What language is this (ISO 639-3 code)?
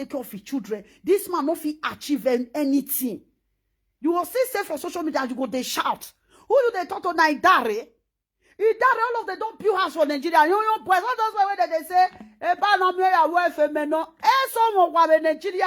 pcm